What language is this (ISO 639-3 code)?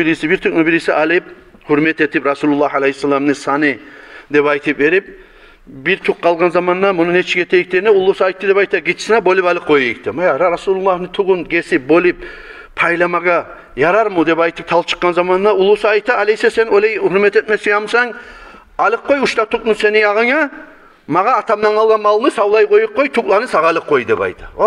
kum